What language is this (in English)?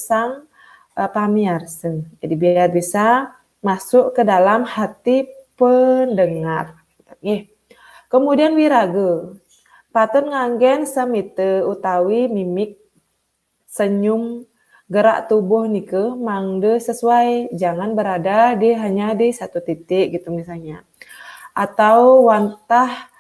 Balinese